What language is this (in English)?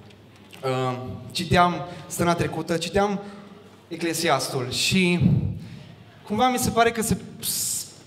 Romanian